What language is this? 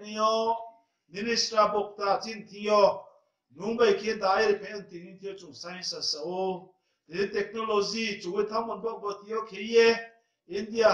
Riang (India)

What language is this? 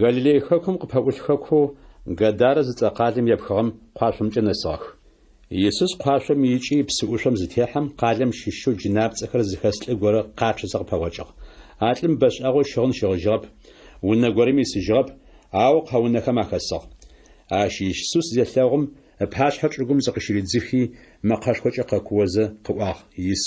Adyghe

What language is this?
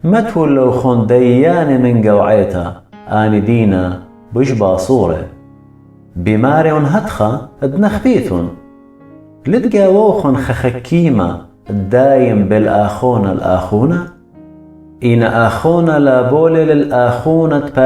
Assyrian Neo-Aramaic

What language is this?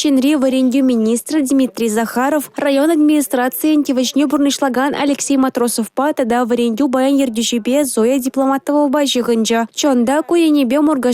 Chuvash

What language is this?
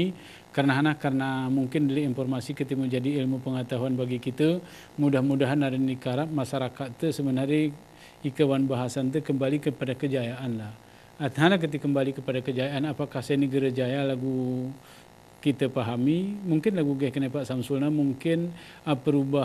Gayo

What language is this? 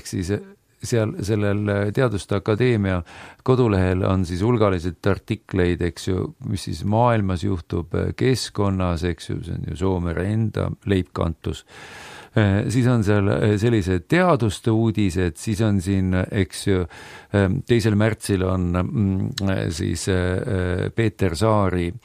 Estonian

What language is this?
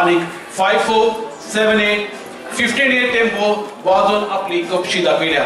Konkani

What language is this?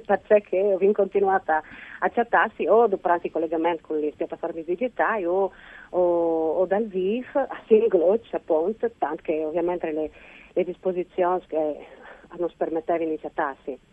Friulian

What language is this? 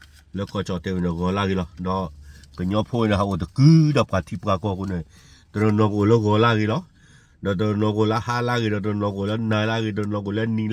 S'gaw Karen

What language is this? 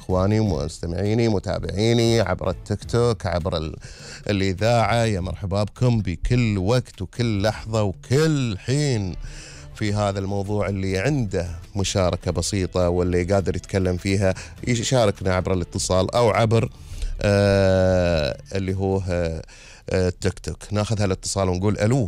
Gulf Arabic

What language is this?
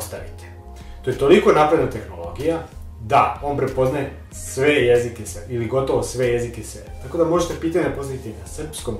Serbian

